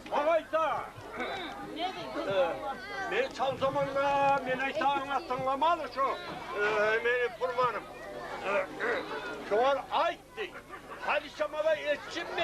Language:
Kumyk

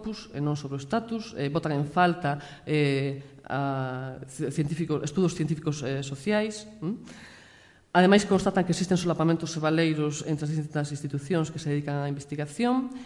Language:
Galician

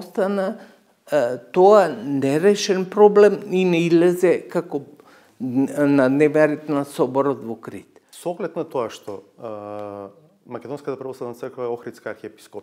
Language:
Macedonian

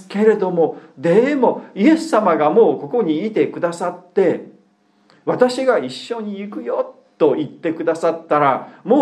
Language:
Japanese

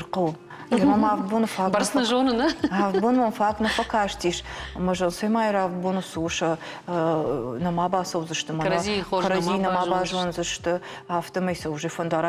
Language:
Ossetic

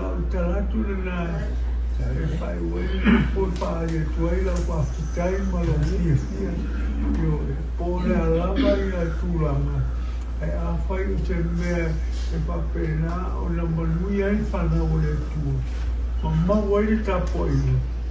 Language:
Samoan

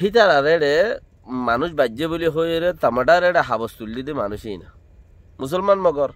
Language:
Rohingya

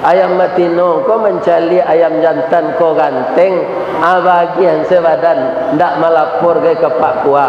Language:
Minangkabau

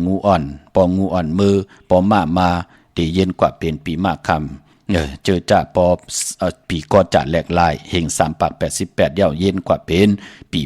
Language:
Shan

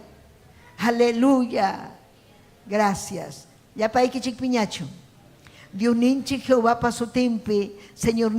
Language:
Ayacucho Quechua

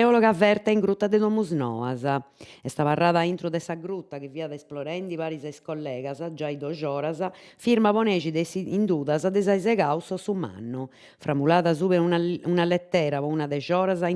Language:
Sardinian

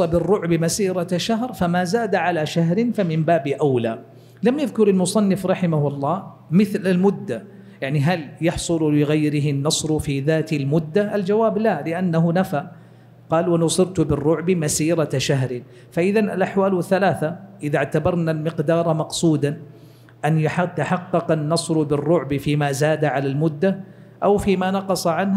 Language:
Arabic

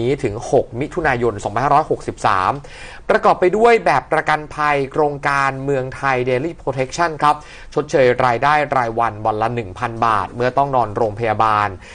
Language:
Thai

